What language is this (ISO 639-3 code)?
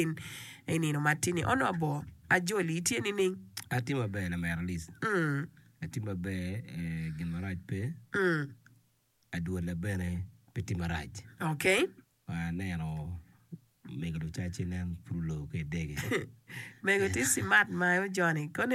ach